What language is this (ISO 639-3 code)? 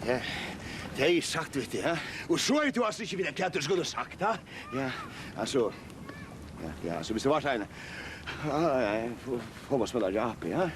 fao